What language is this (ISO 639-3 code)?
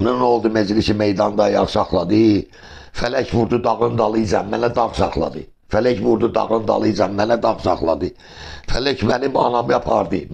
aze